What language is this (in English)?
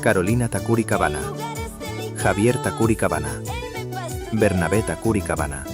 Ayacucho Quechua